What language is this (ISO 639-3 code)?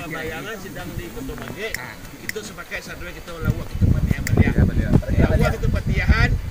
min